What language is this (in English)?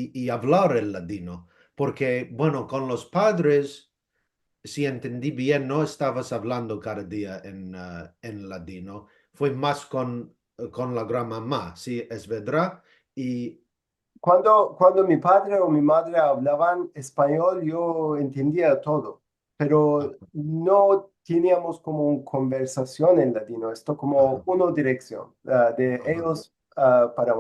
Ladino